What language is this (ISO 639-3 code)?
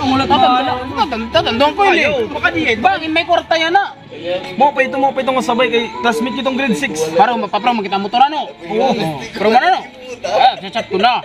war